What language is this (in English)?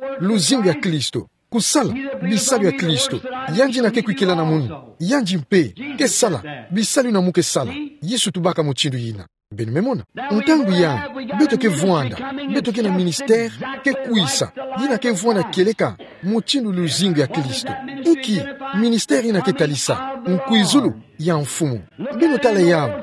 Kituba (Democratic Republic of Congo)